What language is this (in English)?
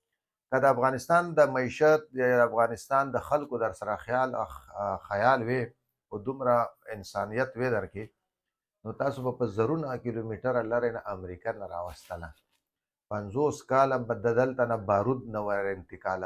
Pashto